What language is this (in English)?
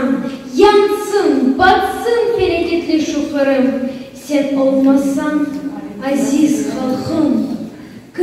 Crimean Tatar